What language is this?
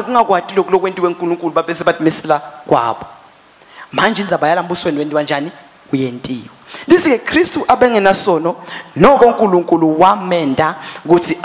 Swati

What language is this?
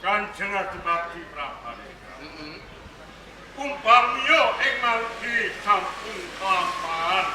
Javanese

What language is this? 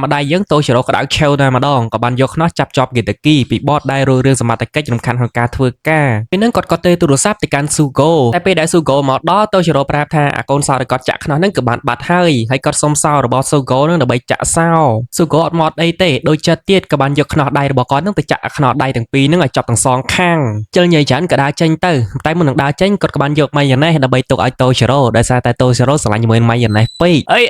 Khmer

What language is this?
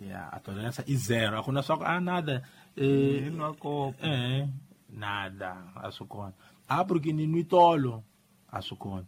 Tsonga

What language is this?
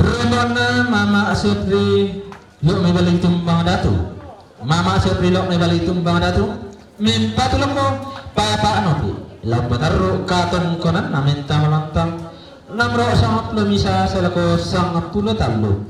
Toraja-Sa'dan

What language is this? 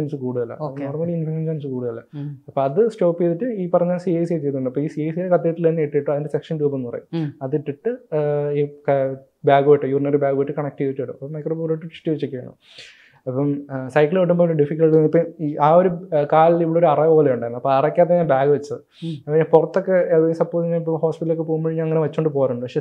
Malayalam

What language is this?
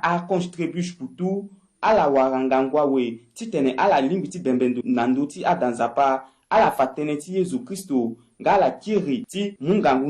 Sango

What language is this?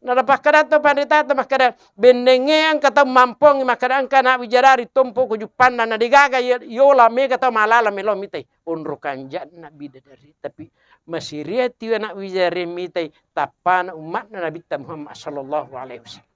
Buginese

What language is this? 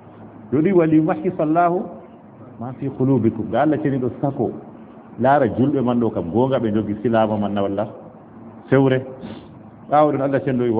Fula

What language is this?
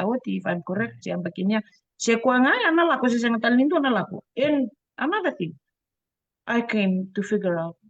Fijian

